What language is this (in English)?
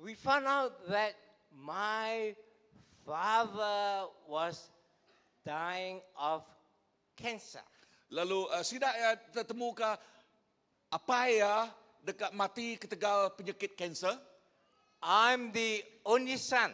Iban